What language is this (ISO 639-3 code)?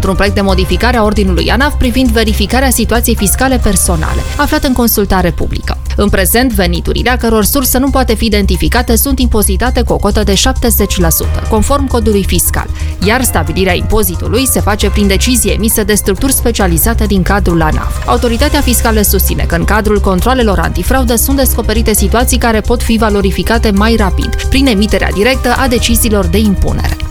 ron